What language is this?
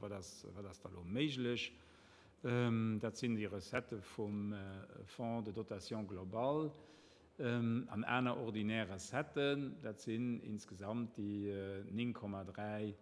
Luxembourgish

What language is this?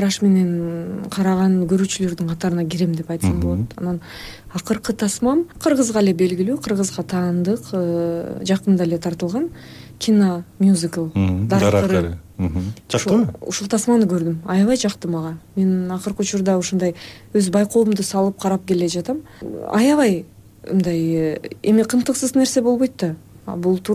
Kyrgyz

